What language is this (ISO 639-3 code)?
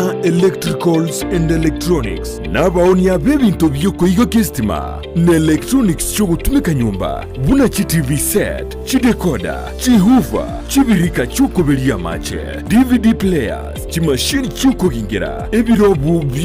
guz